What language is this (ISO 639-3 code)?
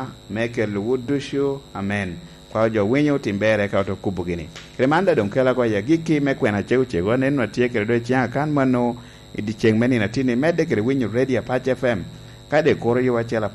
laj